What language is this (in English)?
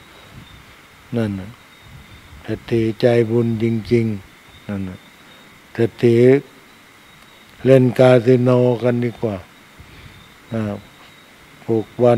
Thai